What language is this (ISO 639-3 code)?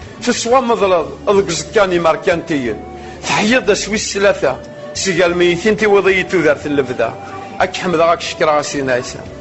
kab